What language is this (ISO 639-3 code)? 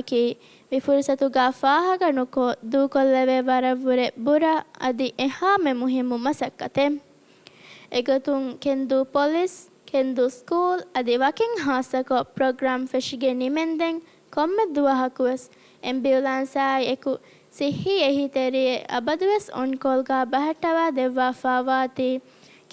div